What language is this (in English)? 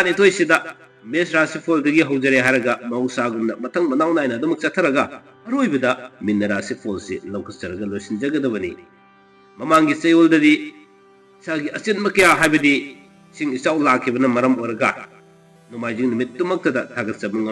Manipuri